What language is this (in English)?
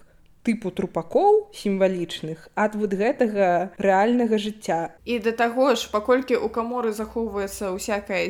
Belarusian